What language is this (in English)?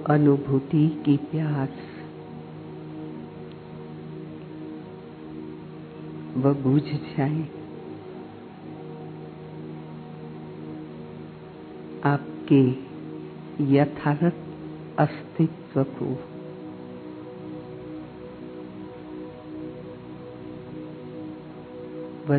Hindi